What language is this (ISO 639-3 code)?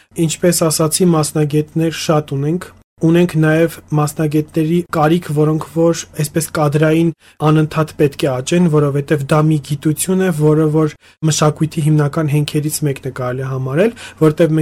hye